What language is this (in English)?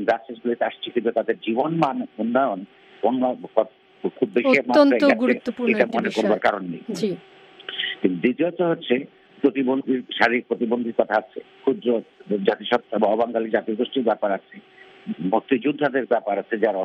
Bangla